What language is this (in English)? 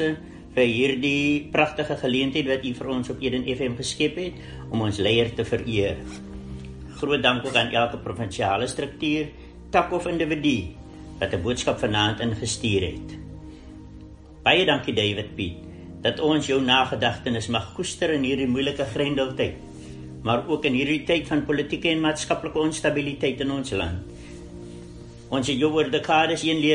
Afrikaans